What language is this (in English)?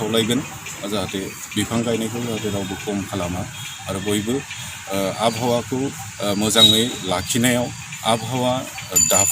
Bodo